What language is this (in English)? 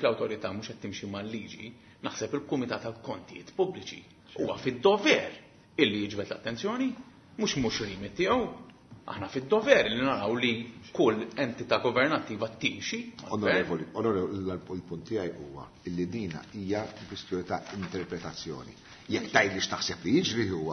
Maltese